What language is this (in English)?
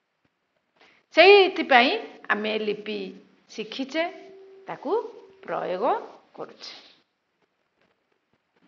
Odia